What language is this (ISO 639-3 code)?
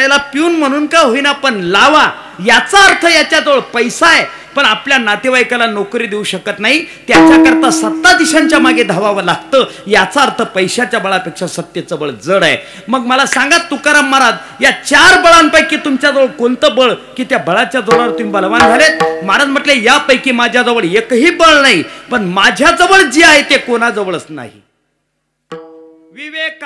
mar